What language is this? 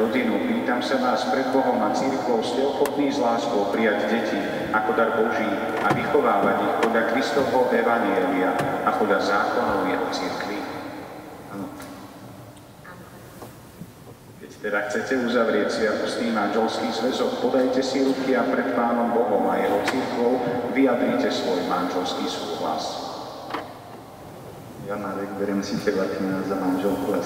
Slovak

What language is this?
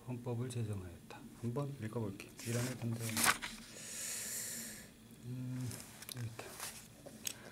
Korean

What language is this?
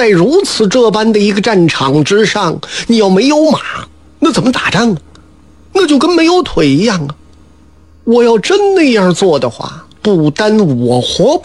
Chinese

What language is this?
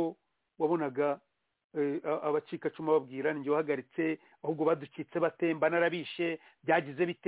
Kinyarwanda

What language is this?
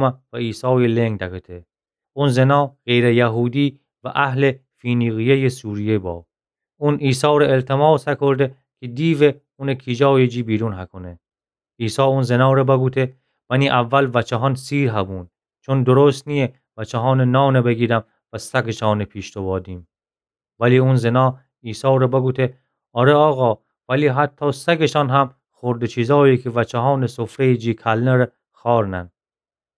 Gilaki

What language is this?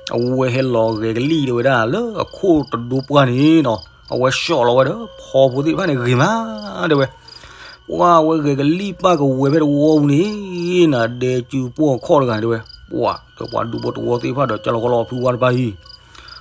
S'gaw Karen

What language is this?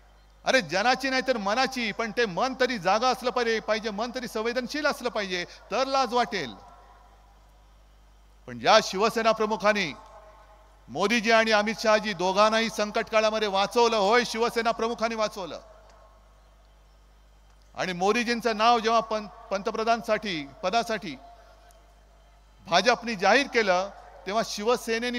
Marathi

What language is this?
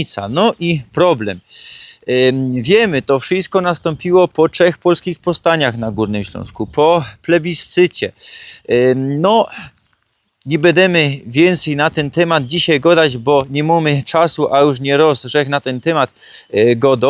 Silesian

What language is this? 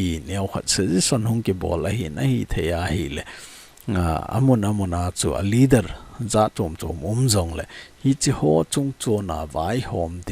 Thado Chin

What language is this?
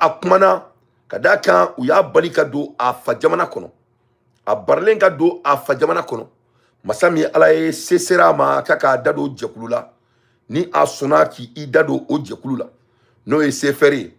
Bambara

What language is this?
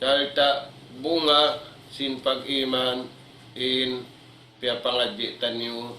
Tausug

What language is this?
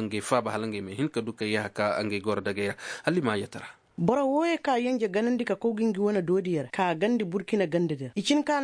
Koyraboro Senni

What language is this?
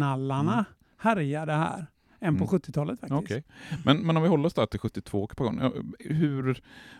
Swedish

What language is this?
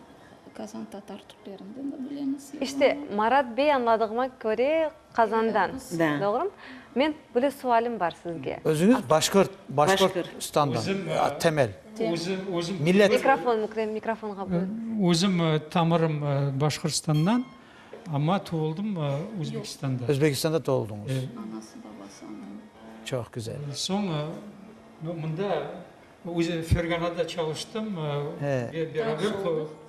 Crimean Tatar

